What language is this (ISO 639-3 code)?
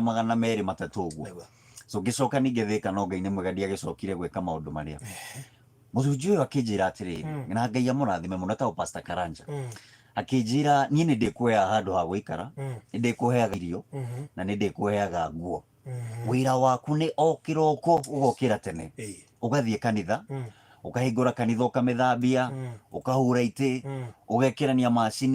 kik